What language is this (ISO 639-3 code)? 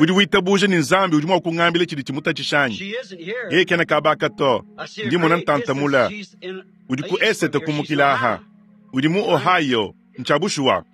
lua